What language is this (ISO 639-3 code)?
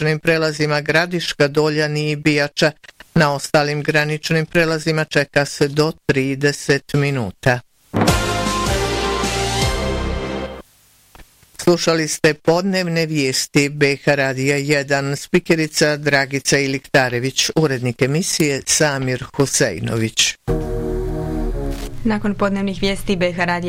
bos